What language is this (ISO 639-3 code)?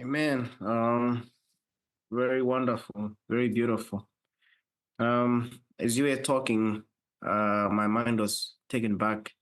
eng